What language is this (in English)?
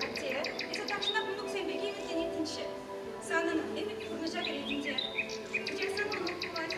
Chuvash